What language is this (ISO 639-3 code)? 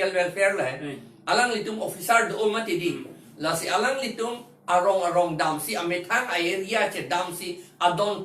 mjw